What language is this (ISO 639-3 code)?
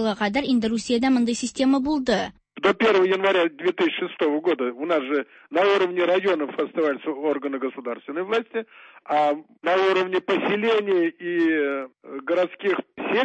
tat